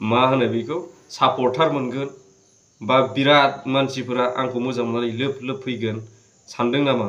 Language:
Bodo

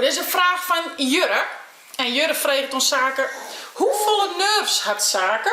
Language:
Western Frisian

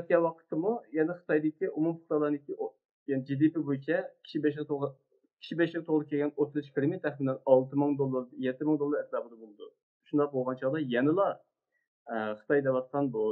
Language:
Uyghur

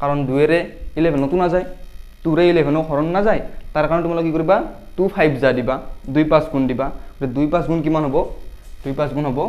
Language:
Assamese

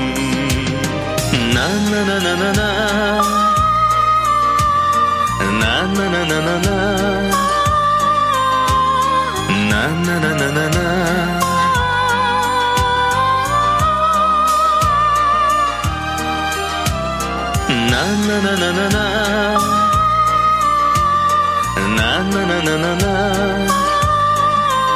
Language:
Kazakh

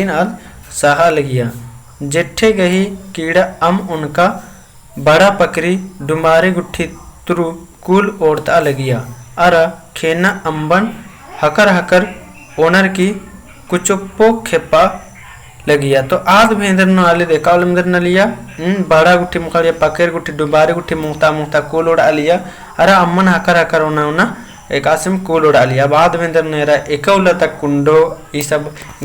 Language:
Kurukh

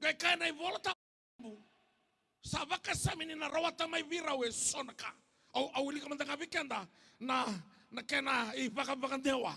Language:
Fijian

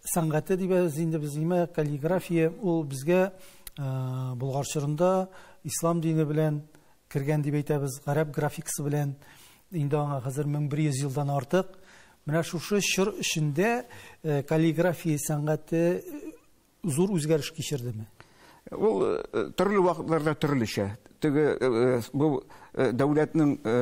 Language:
Tatar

